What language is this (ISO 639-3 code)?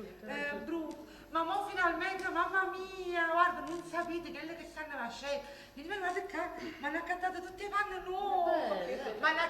nap